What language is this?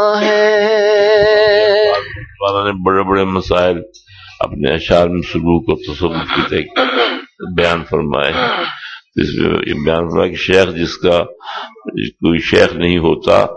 Urdu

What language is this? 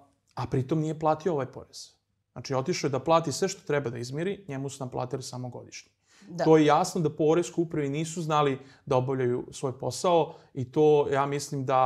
Serbian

